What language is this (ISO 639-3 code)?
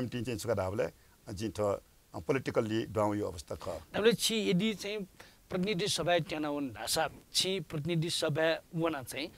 new